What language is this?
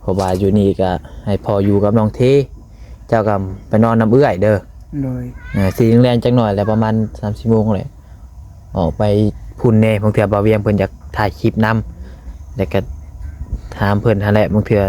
Lao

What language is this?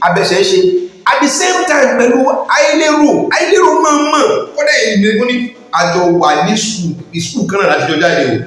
Yoruba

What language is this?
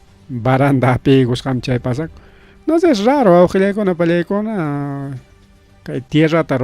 Ayacucho Quechua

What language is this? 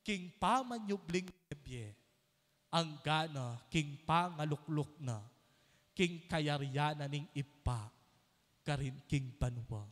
Pampanga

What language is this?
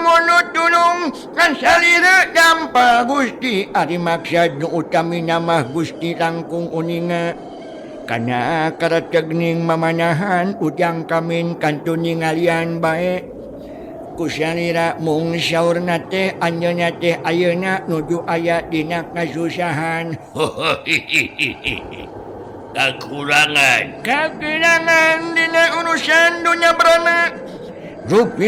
Sundanese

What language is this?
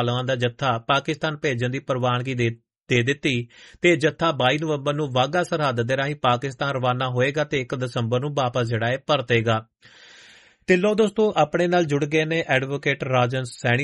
Punjabi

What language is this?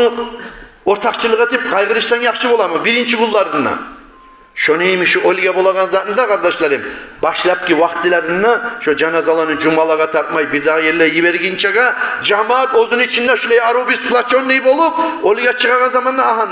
Kumyk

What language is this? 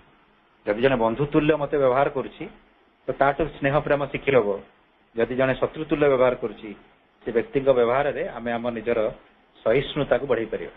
Odia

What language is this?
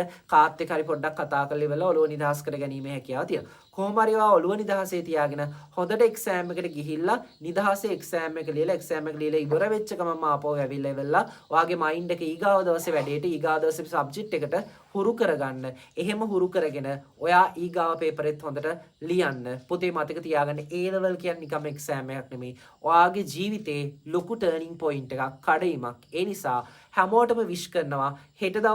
Sinhala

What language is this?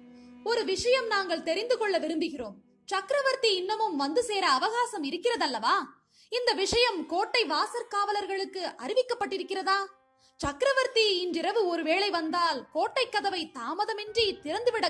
Tamil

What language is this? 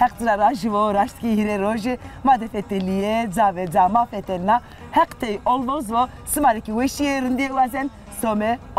Zaza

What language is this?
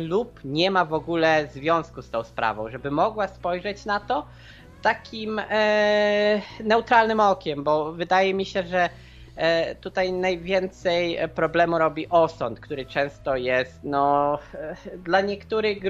Polish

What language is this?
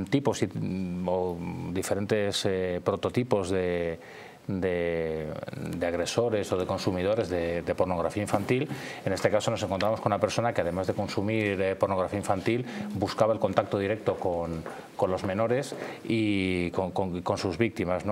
Spanish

